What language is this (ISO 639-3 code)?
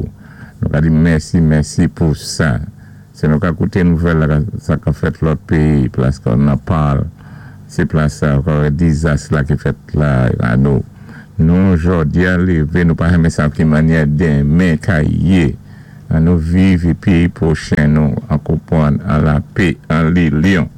acf